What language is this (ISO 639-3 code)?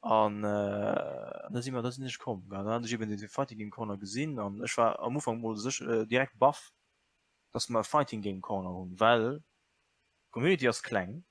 ltz